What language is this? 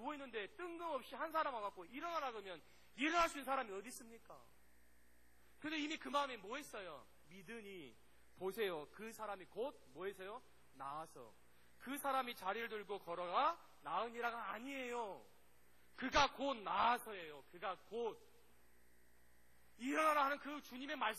Korean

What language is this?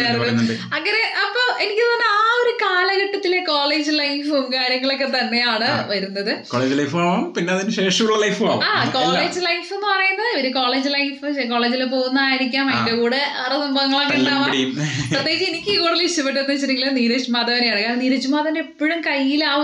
Malayalam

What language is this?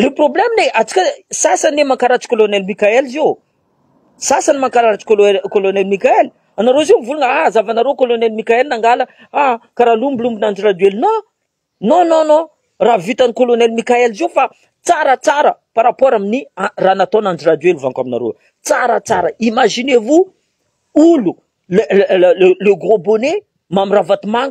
Malagasy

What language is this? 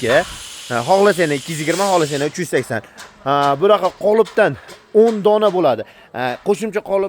Uzbek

